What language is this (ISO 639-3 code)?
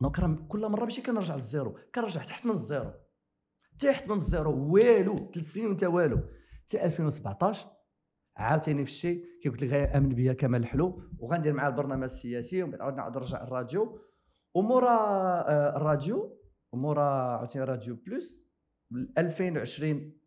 ary